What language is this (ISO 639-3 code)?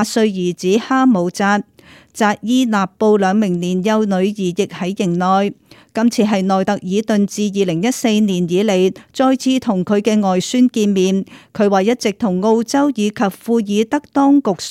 yue